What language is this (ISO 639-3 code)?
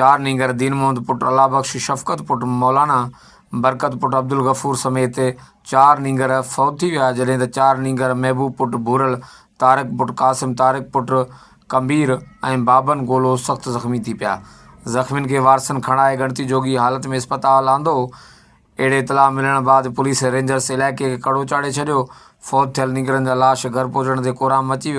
snd